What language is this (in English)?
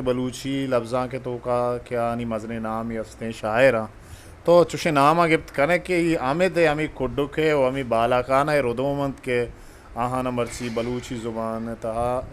Eastern Balochi